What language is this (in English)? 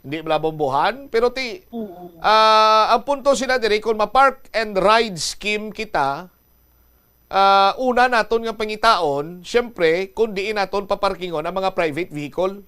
Hiligaynon